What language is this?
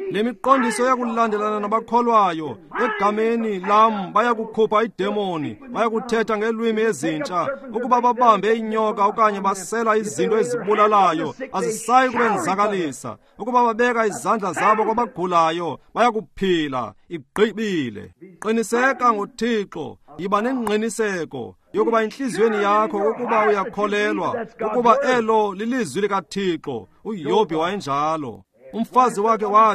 Xhosa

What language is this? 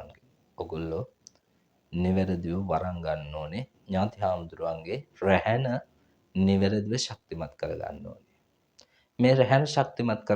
Sinhala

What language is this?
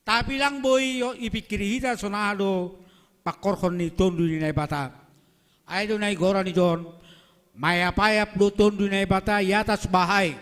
Batak Simalungun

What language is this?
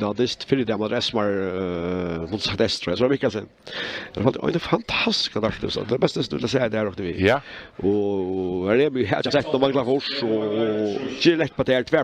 Faroese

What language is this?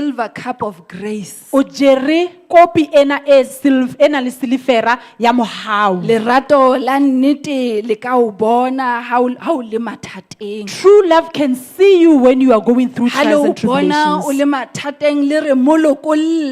Southern Sotho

